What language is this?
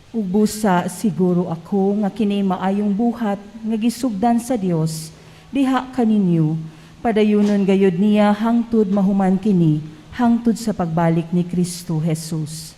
Cebuano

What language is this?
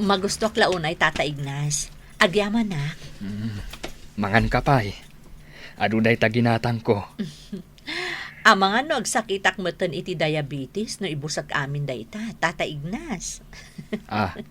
Iloko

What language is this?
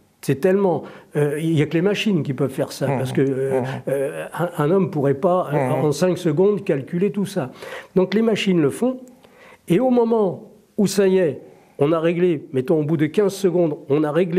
French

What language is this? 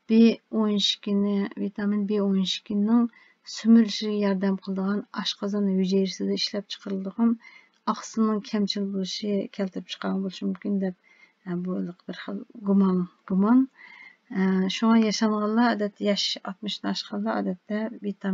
Uyghur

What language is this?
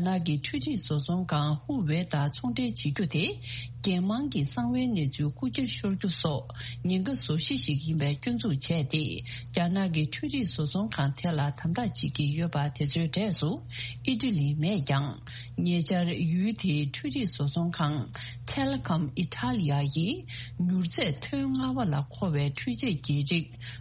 Tibetan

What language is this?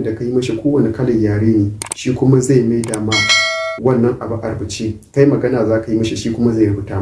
Hausa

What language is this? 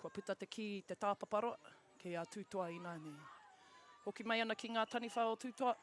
Māori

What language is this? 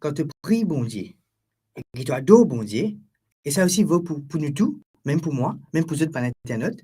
Morisyen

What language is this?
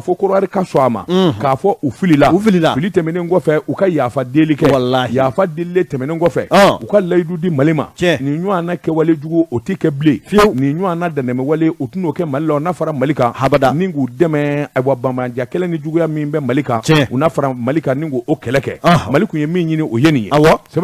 Bambara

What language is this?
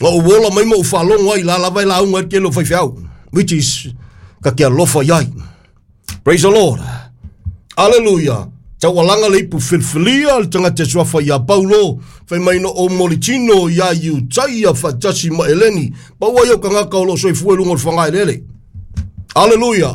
Samoan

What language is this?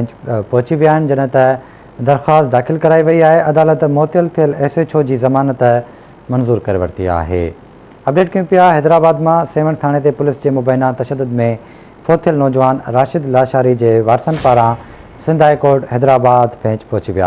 Sindhi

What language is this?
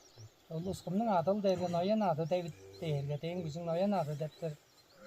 Tuvinian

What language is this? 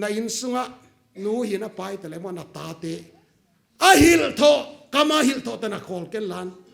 Paite Chin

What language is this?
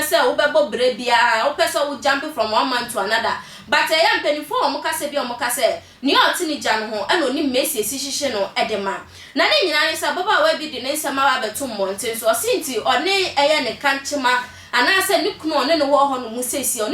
Akan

